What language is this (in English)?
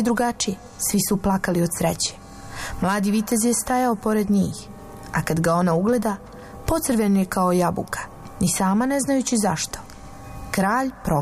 Bosnian